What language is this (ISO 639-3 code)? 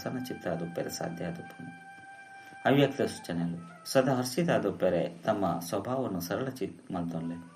tcy